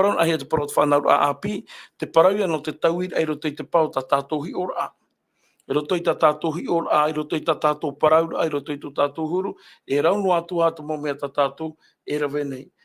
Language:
Tahitian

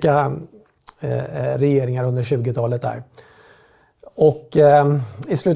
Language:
Swedish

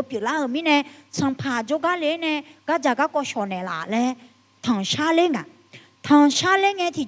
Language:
Akha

